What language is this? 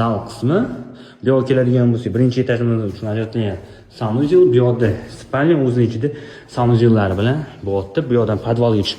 Uzbek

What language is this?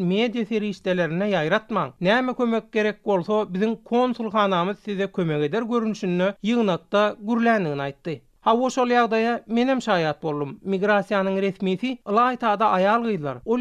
Turkmen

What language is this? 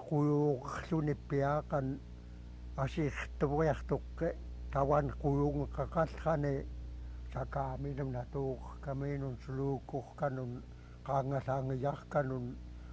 Central Yupik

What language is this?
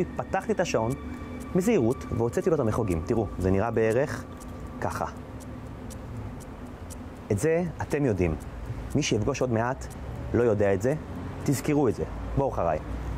Hebrew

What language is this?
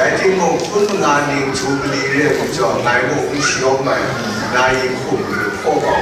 Kachin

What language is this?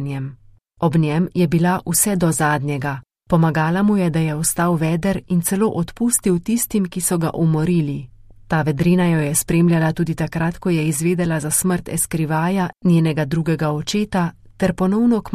Slovenian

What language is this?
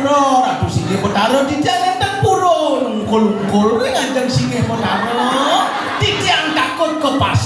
Balinese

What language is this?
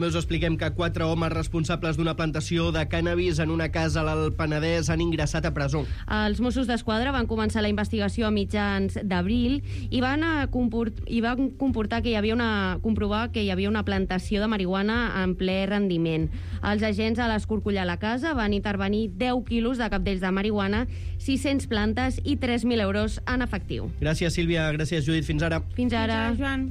Catalan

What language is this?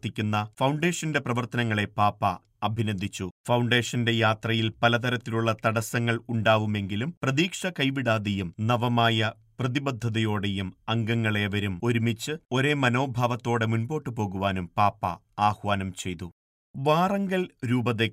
Malayalam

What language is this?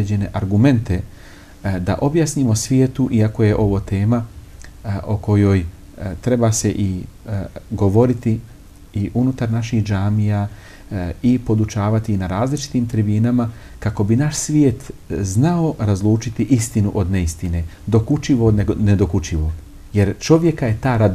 Bosnian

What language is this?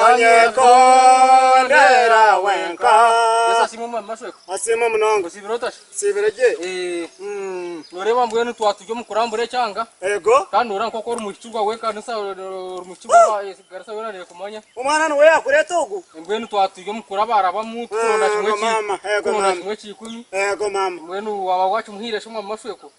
Nyankole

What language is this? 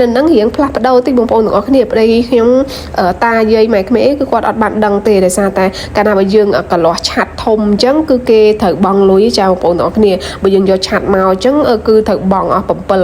Khmer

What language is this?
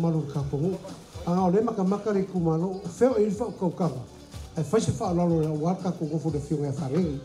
Samoan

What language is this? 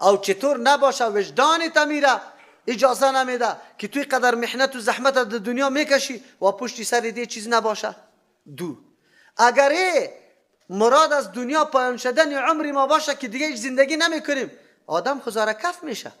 Persian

